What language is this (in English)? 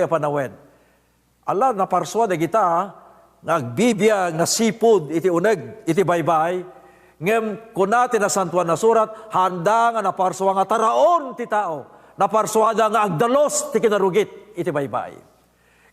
Iloko